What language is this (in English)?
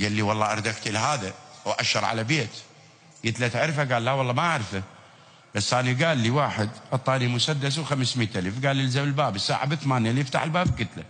Mesopotamian Arabic